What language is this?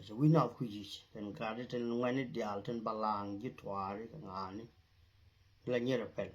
Nuer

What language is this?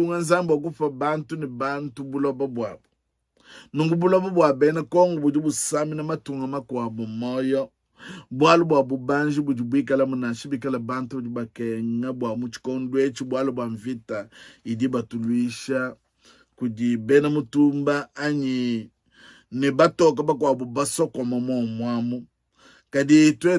Luba-Lulua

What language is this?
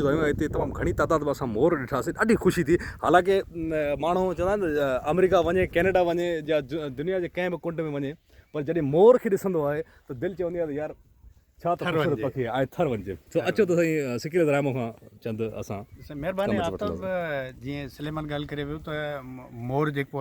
Sindhi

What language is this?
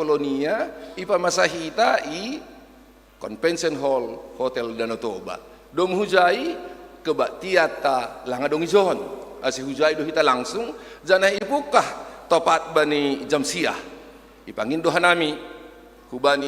Batak Simalungun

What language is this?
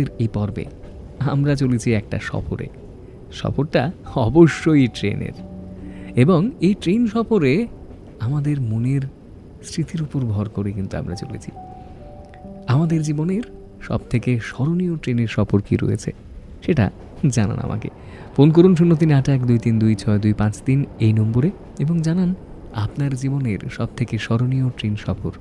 Bangla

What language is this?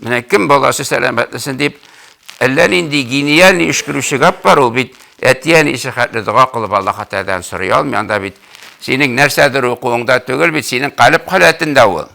Tatar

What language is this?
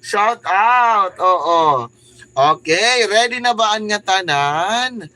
Waray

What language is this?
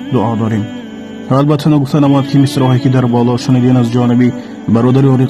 Tajik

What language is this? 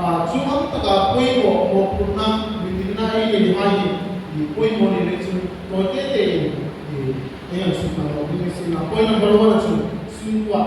Hmar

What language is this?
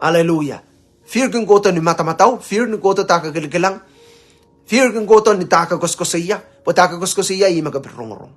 Pohnpeian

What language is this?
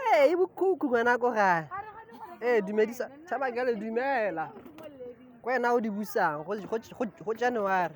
Tswana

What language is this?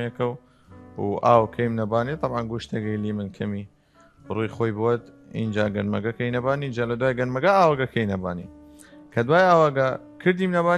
Southern Kurdish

